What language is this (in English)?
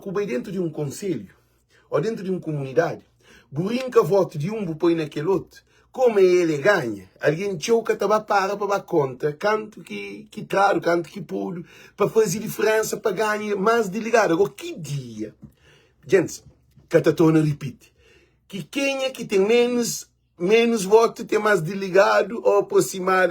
Kabuverdianu